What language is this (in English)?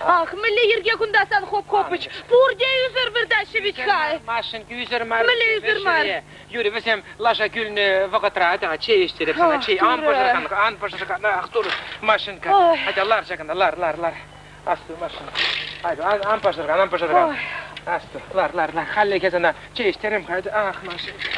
Chuvash